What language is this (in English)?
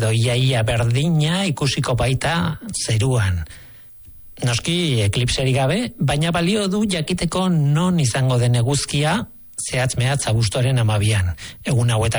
Basque